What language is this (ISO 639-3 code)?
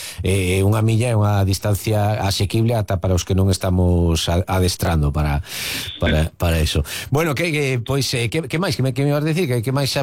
glg